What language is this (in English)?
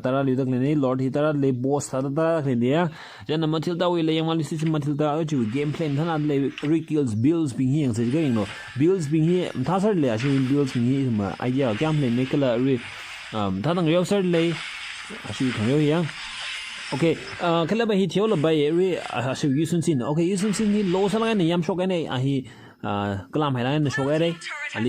Tangkhul Naga (India)